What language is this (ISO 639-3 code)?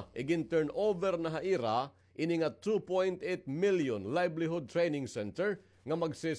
war